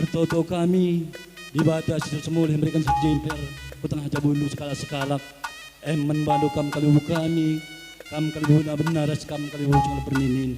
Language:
Batak Karo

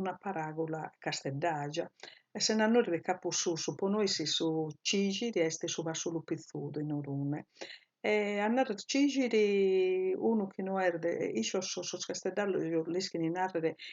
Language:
Sardinian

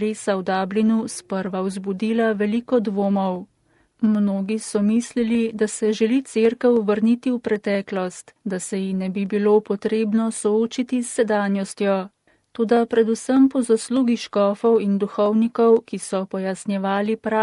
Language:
Slovenian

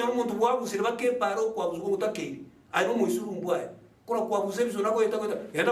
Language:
Gusii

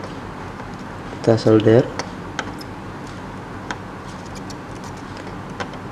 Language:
Indonesian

